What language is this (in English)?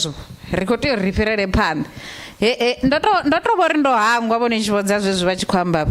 Venda